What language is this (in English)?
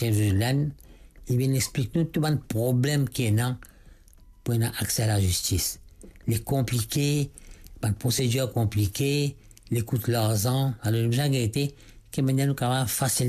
Morisyen